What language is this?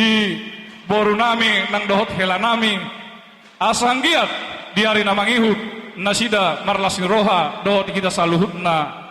Batak Toba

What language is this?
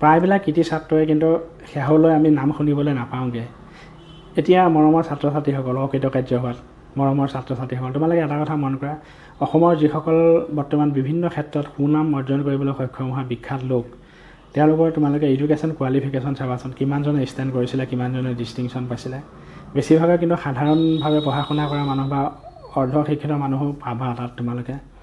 Assamese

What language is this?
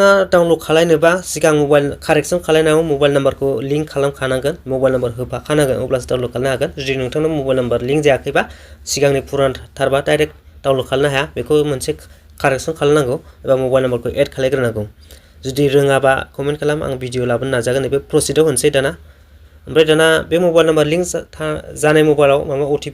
Bodo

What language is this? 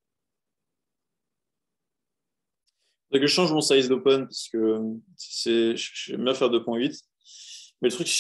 French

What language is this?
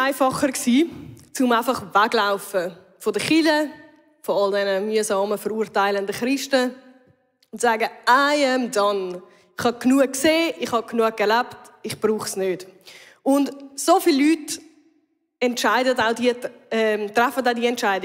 Swiss German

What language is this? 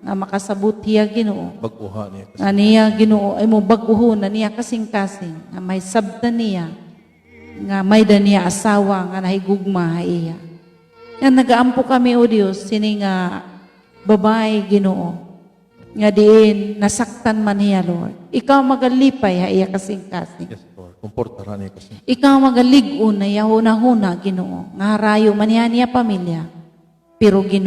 Waray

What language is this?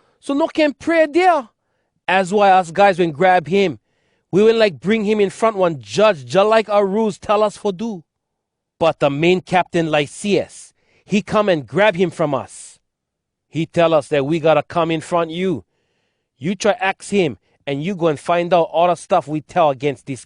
Hawai'i Creole English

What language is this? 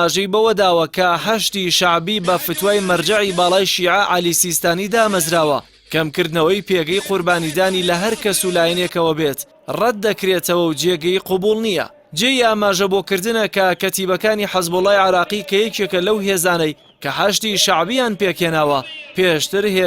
Central Kurdish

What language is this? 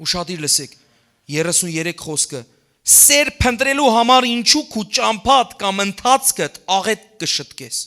Western Armenian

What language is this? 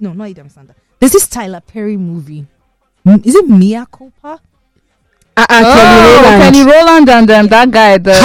English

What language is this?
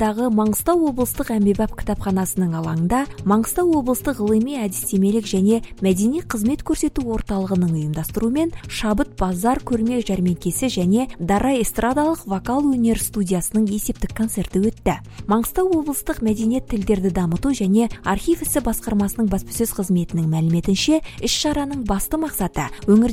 Kazakh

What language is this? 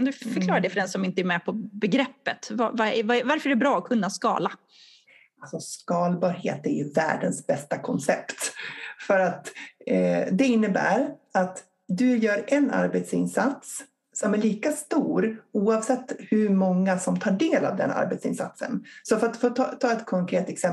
Swedish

